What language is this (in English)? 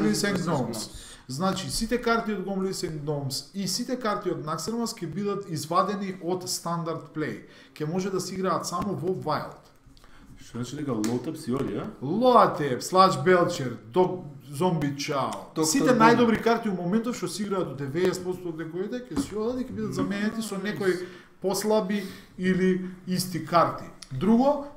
Macedonian